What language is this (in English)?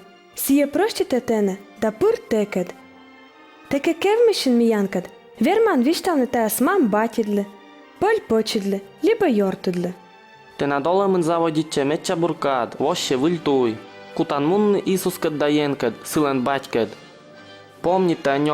Komi